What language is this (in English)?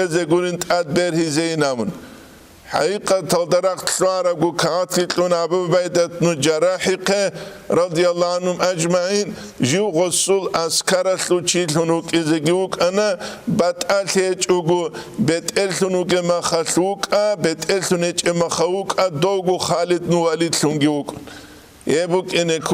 Avaric